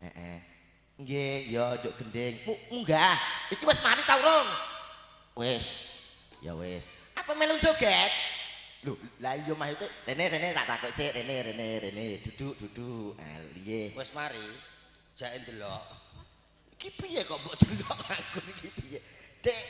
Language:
Javanese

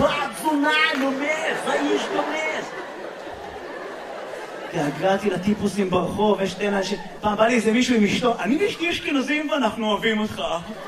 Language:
Hebrew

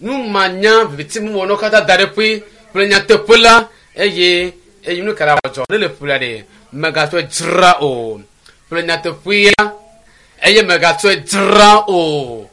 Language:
Ewe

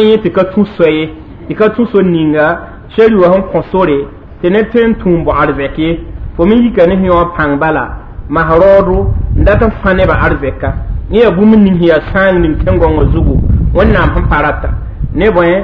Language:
Mossi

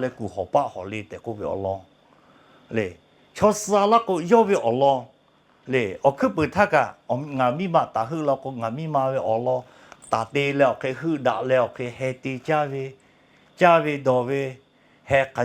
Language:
Lahu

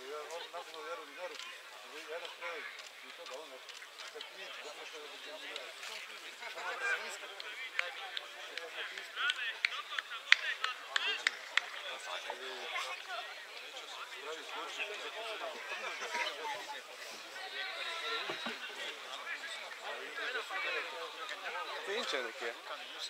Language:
Slovak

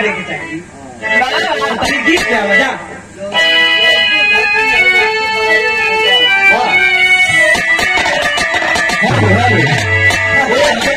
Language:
Bhojpuri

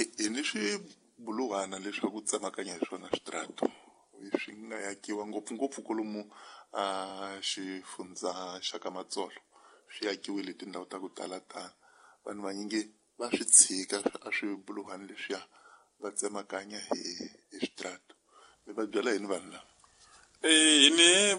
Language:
Tsonga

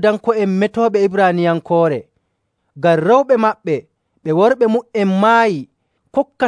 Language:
Nigerian Fulfulde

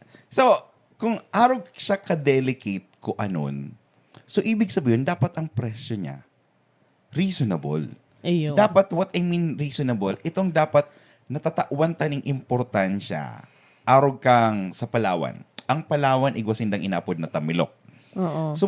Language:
Bikol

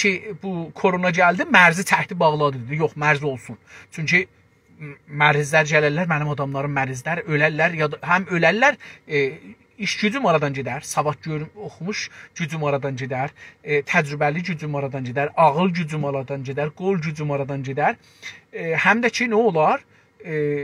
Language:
South Azerbaijani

